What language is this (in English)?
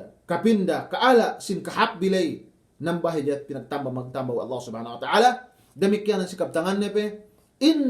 Yakan